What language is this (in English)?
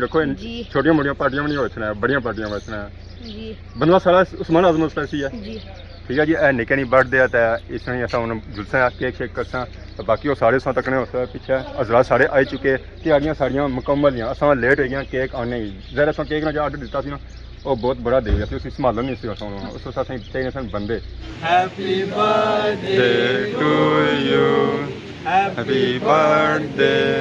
Pahari-Potwari